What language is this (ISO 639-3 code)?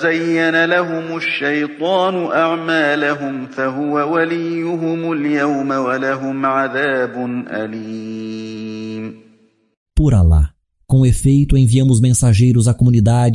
glg